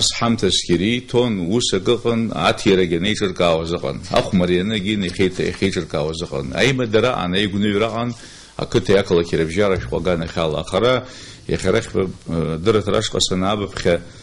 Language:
Abkhazian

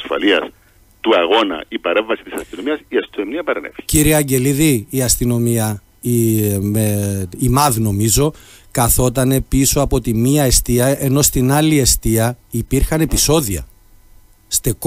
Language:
Greek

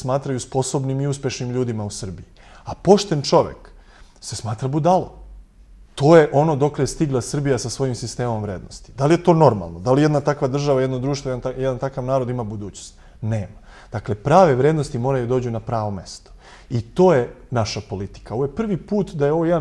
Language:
Serbian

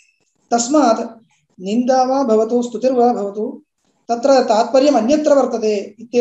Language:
Sanskrit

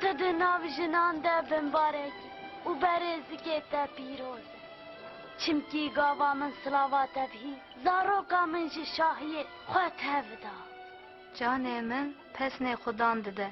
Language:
Kurdish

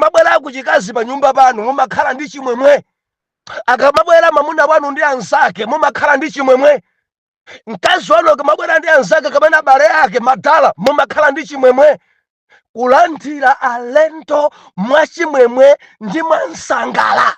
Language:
Nyanja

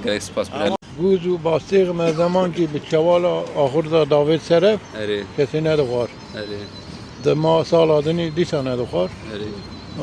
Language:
Kurdish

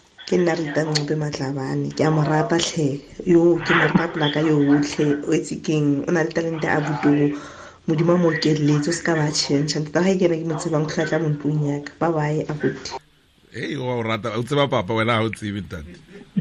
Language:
Tswana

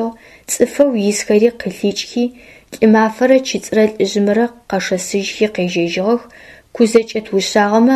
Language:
Adyghe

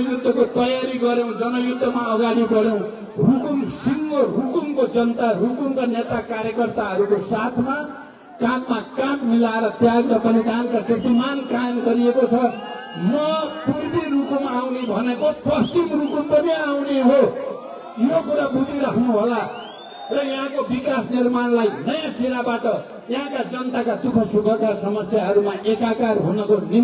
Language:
Nepali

